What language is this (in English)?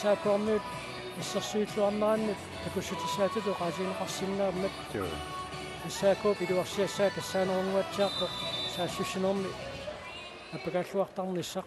Kalaallisut